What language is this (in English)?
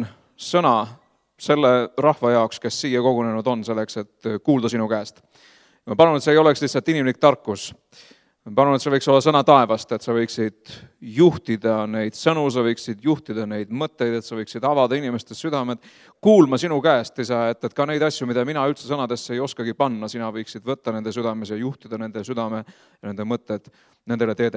Estonian